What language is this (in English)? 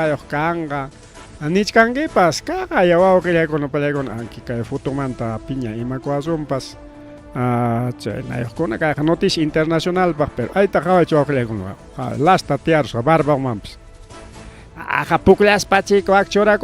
Ayacucho Quechua